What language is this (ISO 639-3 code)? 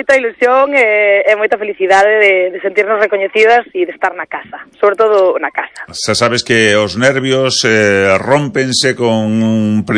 glg